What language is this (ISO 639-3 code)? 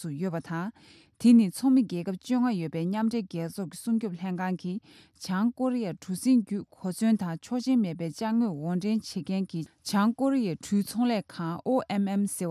bod